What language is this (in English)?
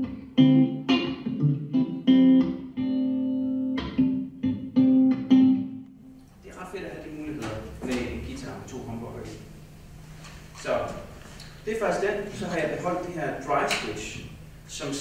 Danish